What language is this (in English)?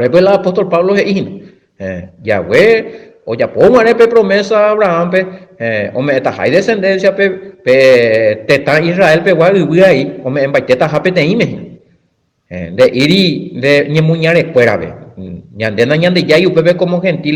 Guarani